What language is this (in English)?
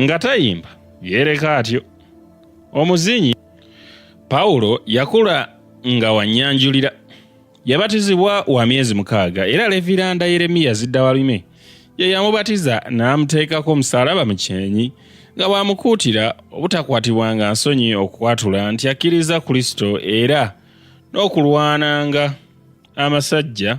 Ganda